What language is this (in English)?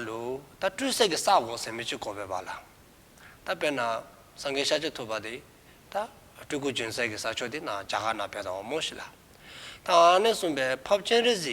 Dzongkha